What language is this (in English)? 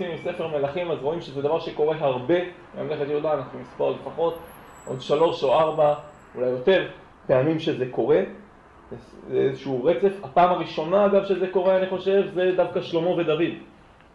Hebrew